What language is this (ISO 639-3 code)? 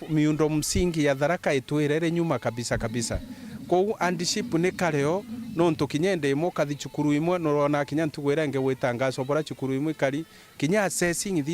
mer